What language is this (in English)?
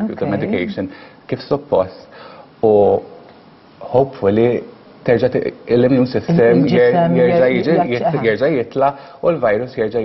Maltese